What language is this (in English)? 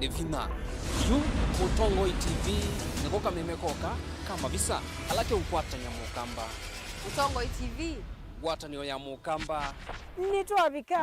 Kamba